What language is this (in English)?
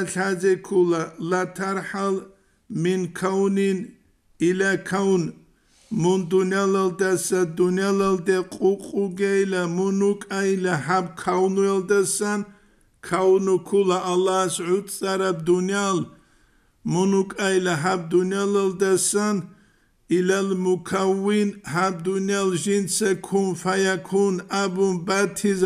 Avaric